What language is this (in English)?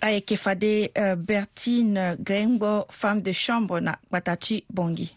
Sango